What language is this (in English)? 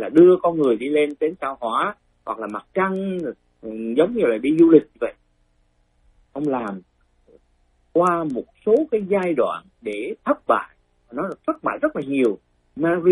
Vietnamese